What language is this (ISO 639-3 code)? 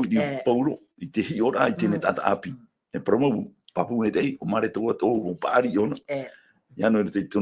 tah